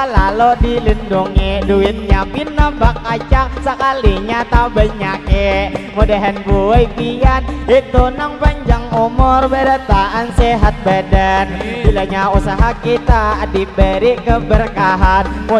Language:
Banjar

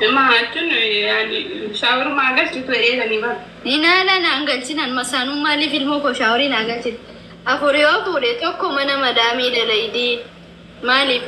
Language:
Oromo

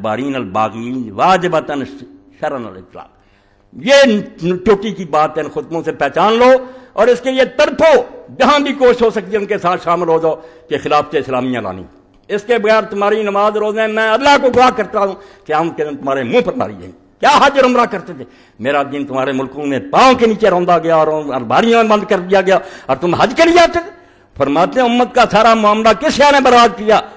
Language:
Urdu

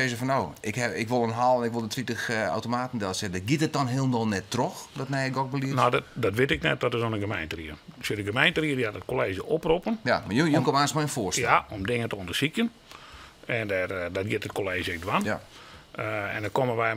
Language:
Western Frisian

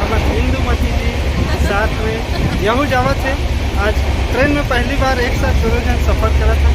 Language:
Chhattisgarhi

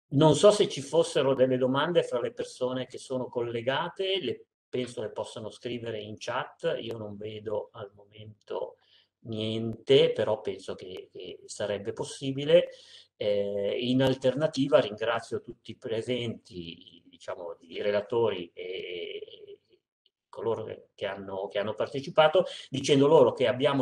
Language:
Italian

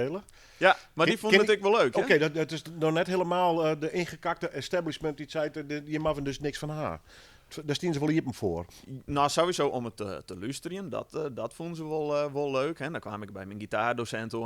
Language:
Western Frisian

